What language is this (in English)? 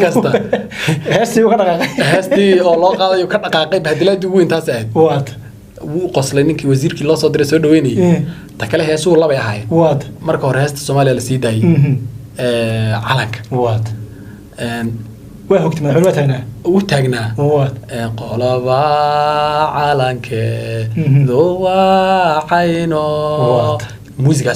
Somali